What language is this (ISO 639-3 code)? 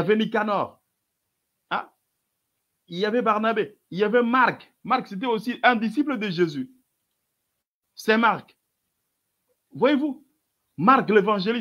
fra